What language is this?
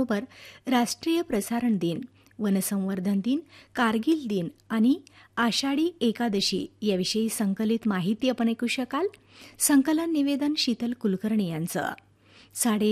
Marathi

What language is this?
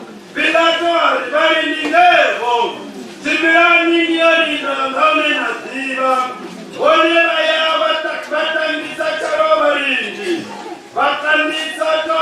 Venda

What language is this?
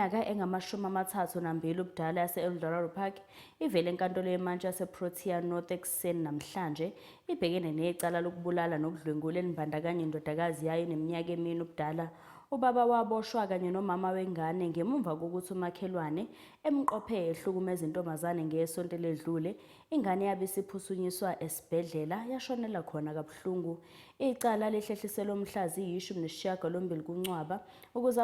Zulu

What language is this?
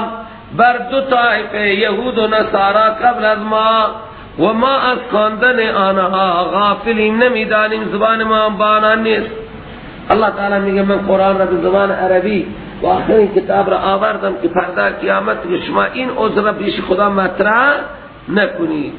Persian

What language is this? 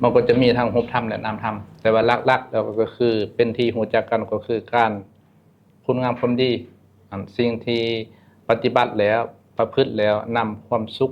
Lao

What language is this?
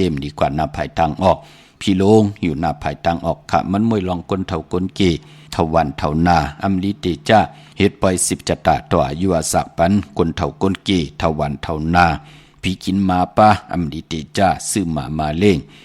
Shan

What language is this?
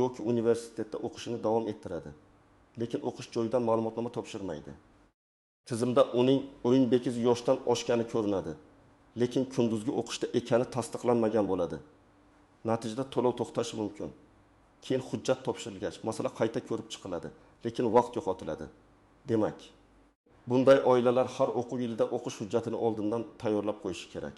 Uzbek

